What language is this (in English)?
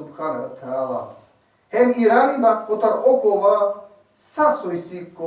Balkan Romani